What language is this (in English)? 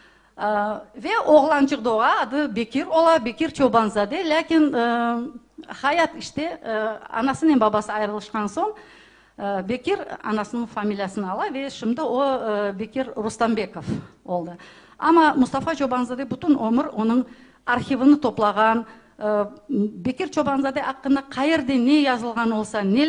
Crimean Tatar